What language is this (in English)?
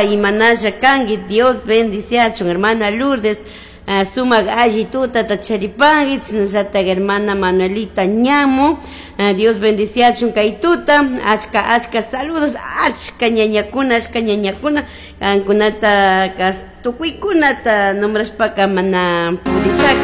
Chimborazo Highland Quichua